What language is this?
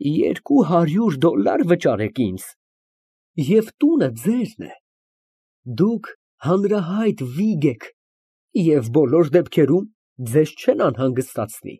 Armenian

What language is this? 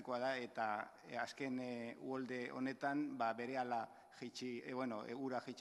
Basque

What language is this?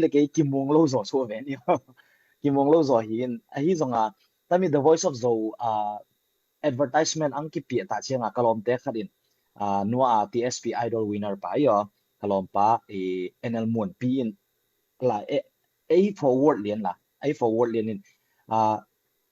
Tedim Chin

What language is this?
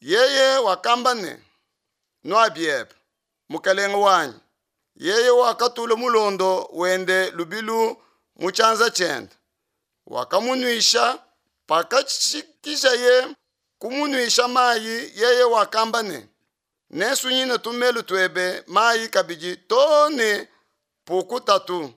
Luba-Lulua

